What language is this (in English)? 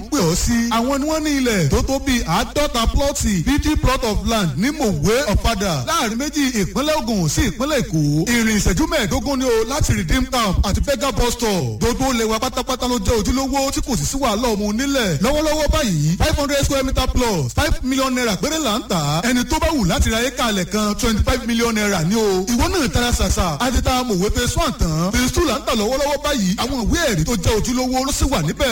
Yoruba